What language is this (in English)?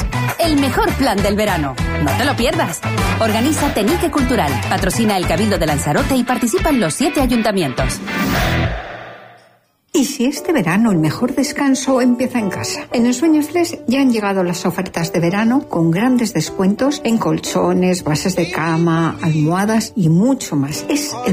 Spanish